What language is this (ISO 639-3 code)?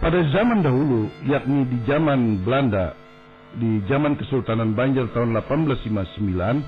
bjn